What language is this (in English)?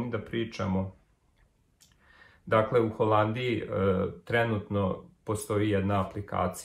Serbian